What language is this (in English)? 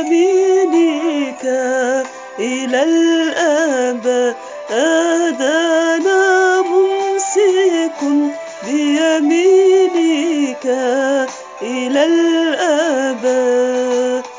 Arabic